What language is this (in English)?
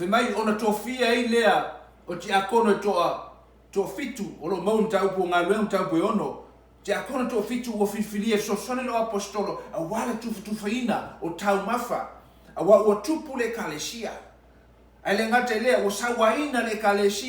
Samoan